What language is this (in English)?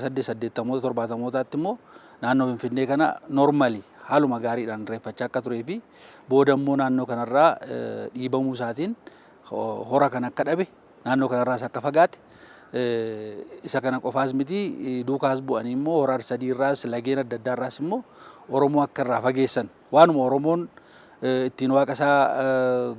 Oromo